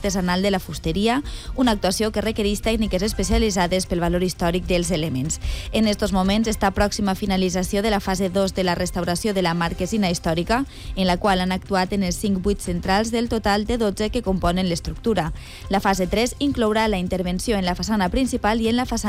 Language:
Catalan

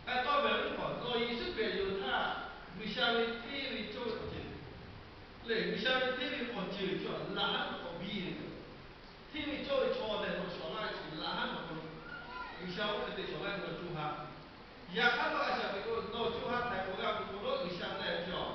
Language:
Lahu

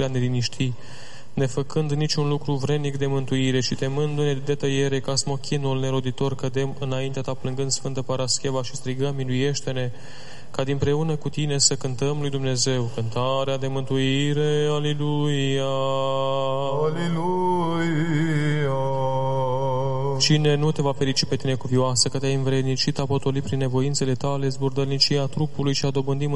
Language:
Romanian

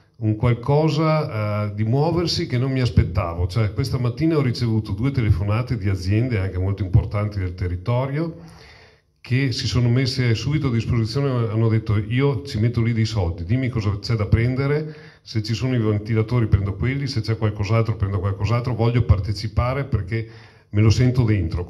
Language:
Italian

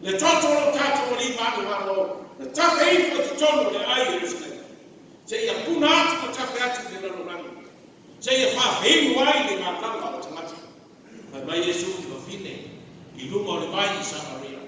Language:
Samoan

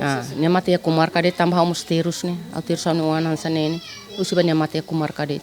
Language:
Tetum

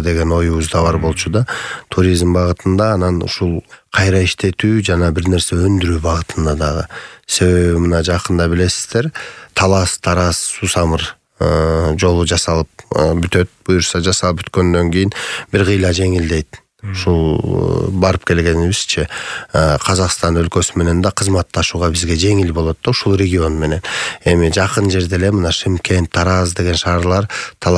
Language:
Kyrgyz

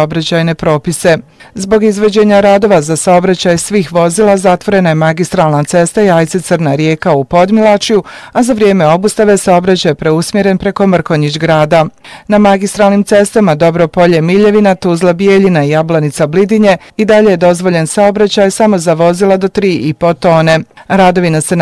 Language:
Bosnian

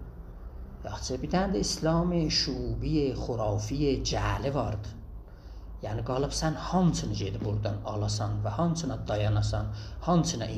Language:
South Azerbaijani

